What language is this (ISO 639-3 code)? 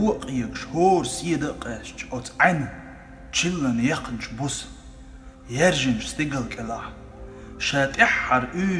che